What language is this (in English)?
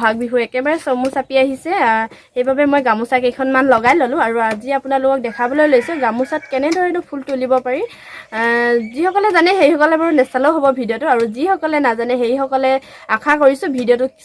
Assamese